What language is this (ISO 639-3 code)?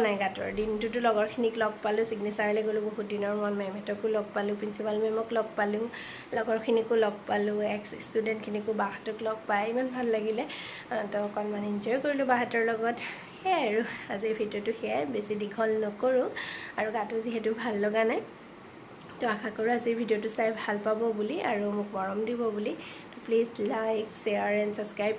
asm